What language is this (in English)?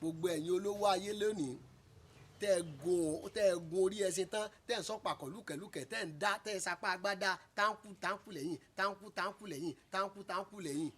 Yoruba